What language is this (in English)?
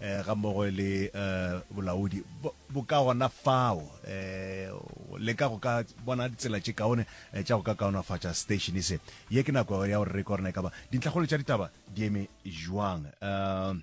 Northern Sotho